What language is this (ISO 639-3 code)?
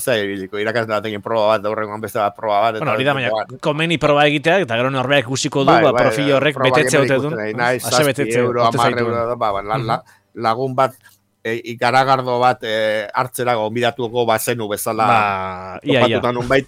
eus